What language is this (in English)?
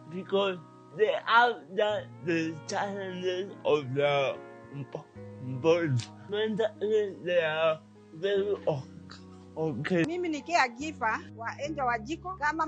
Luo (Kenya and Tanzania)